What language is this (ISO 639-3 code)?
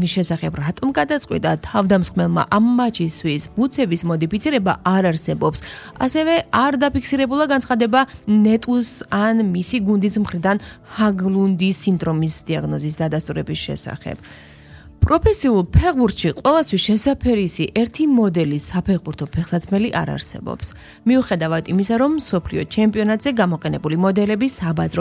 kat